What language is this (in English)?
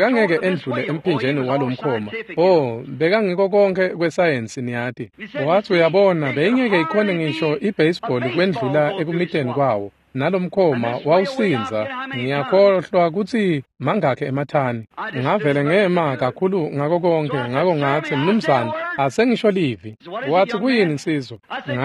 Swati